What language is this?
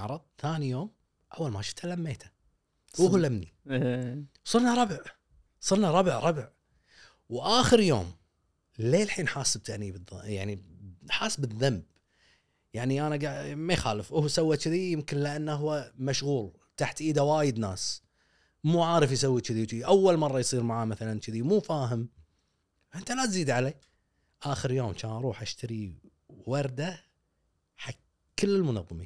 Gulf Arabic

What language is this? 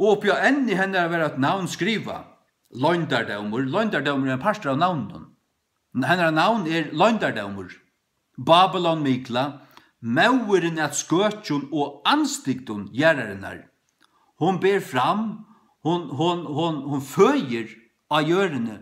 Faroese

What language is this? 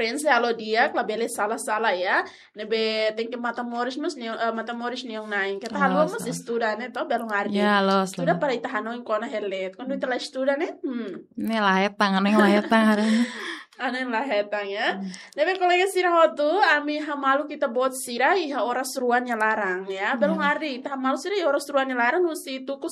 Tetum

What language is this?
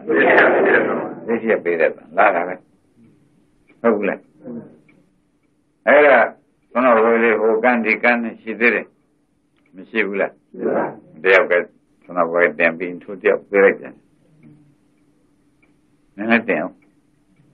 Burmese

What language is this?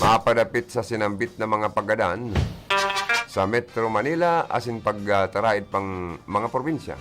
Bikol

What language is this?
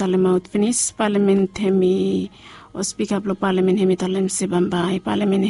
Bislama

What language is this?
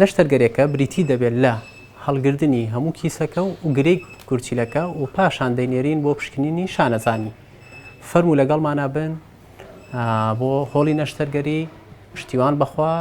Central Kurdish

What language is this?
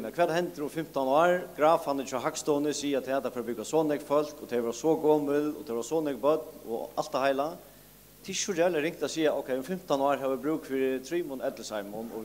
Faroese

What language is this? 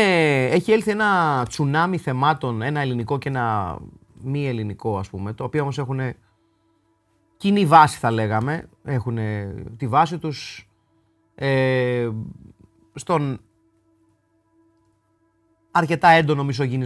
Greek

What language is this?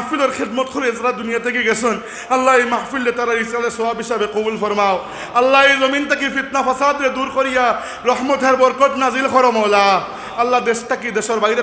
Sylheti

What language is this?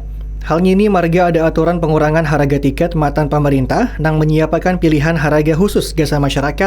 Banjar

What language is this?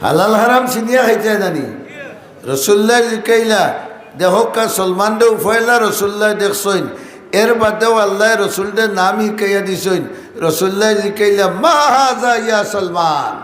Sylheti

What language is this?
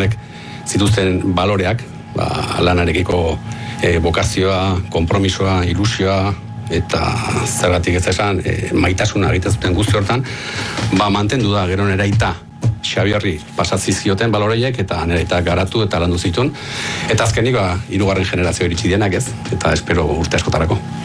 Basque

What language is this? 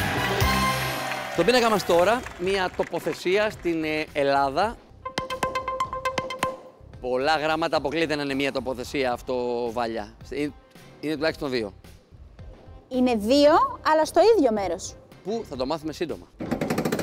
Greek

